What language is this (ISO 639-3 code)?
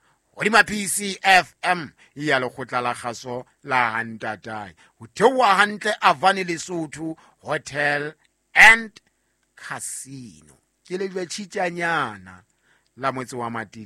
sot